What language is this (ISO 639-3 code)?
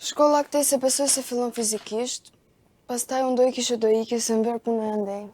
sqi